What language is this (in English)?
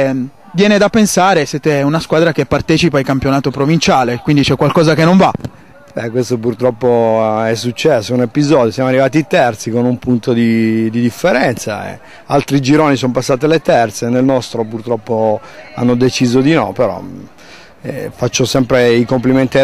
Italian